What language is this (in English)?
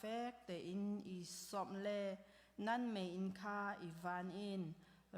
Hakha Chin